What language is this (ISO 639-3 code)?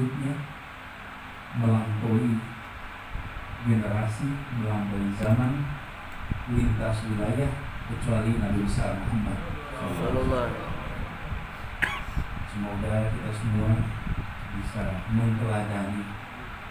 ind